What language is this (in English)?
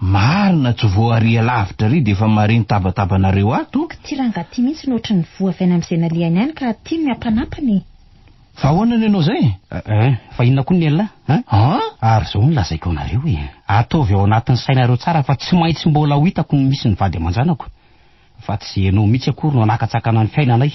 Malagasy